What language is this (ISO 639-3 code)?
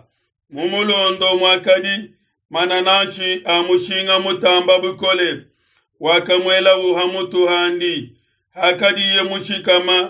lua